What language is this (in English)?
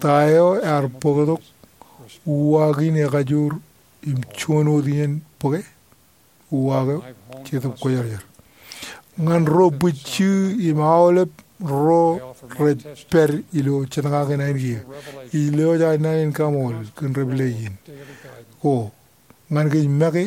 Marshallese